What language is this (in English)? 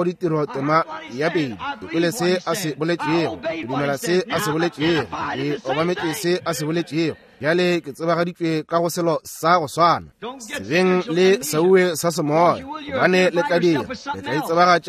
Northern Sotho